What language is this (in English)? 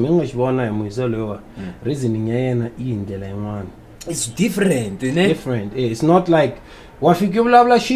Tsonga